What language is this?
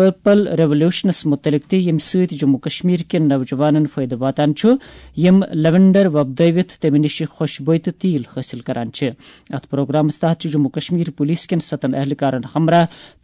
Kashmiri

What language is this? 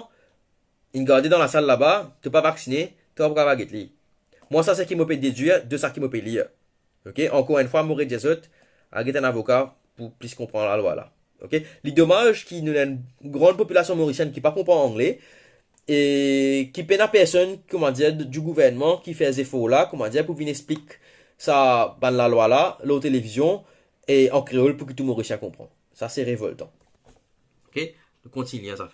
Morisyen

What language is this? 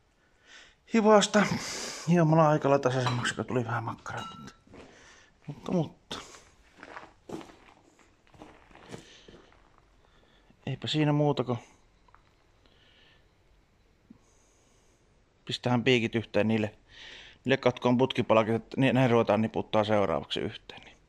Finnish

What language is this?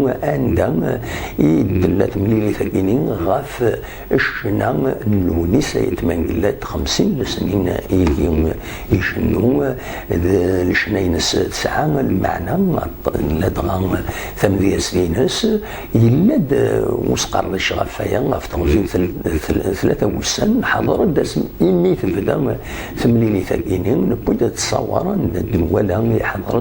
Kabyle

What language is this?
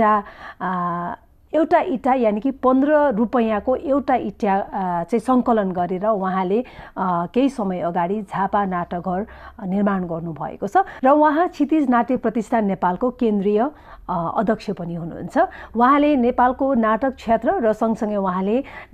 Nepali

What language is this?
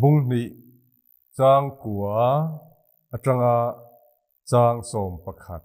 Mizo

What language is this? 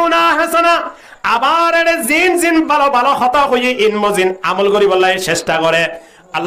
Rohingya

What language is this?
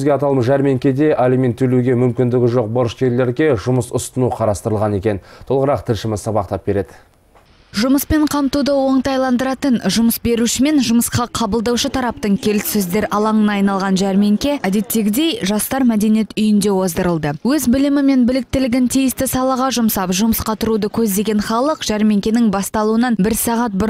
Kazakh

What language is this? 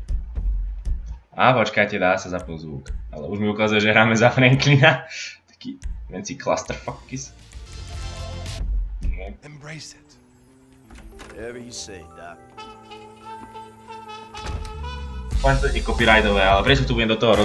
Slovak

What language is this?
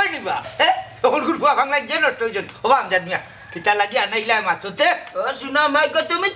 Sylheti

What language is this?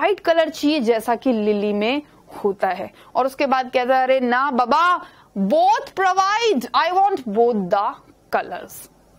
Hindi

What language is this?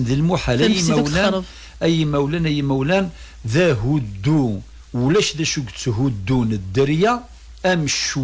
Kabyle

